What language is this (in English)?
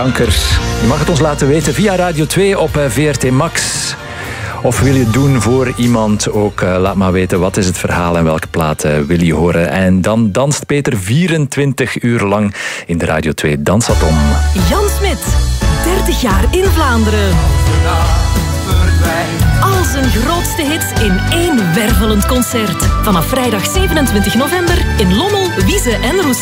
Dutch